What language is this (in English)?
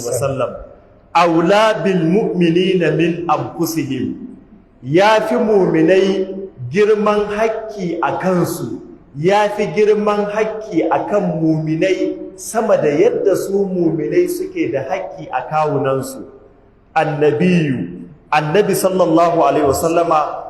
Hausa